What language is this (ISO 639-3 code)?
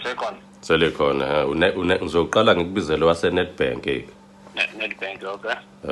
zul